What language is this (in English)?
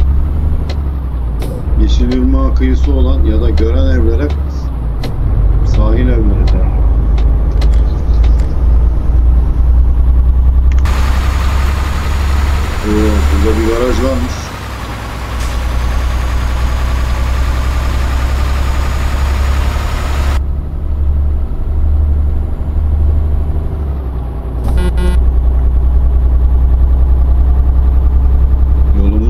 Turkish